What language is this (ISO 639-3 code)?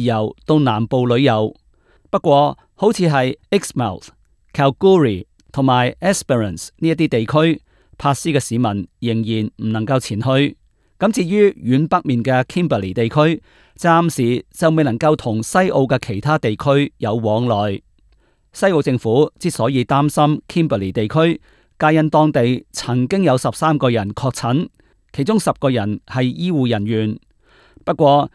yue